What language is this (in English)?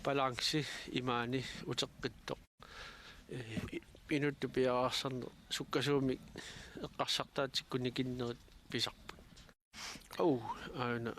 Kalaallisut